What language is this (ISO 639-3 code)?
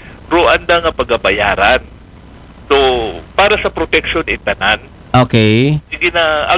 akl